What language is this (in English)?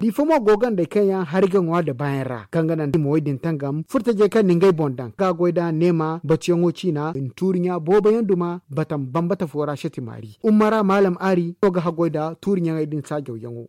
Zarma